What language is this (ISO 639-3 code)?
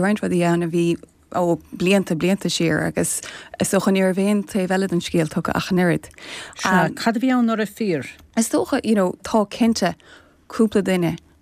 gle